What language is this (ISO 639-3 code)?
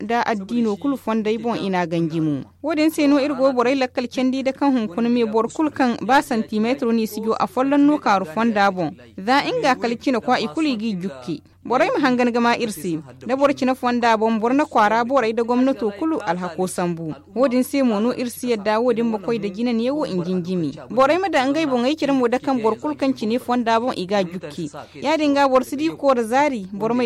dje